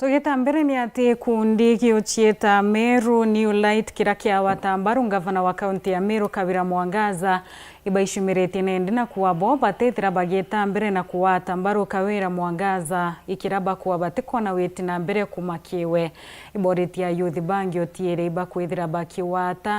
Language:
Meru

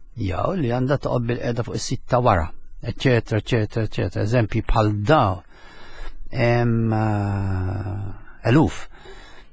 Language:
Maltese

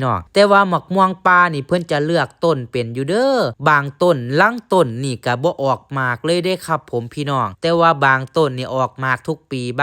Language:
Northeastern Thai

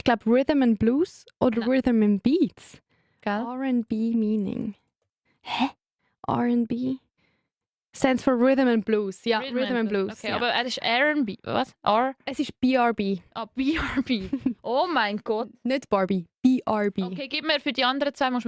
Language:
Swiss German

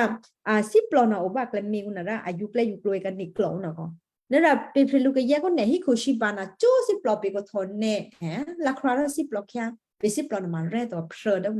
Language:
Western Kayah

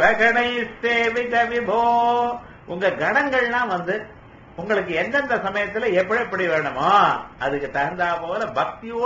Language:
Tamil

